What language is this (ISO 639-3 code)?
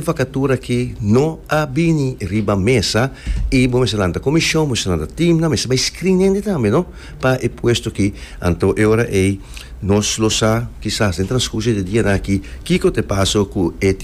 pap